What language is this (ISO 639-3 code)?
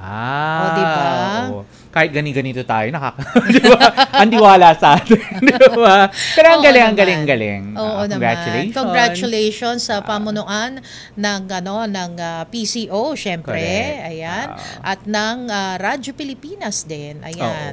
fil